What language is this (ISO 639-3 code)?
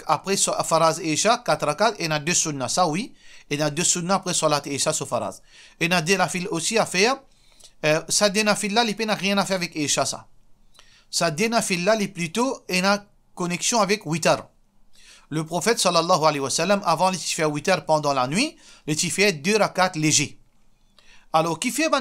mfe